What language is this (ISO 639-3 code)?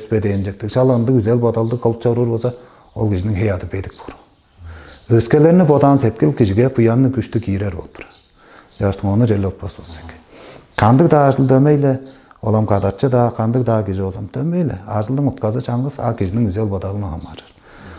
tyv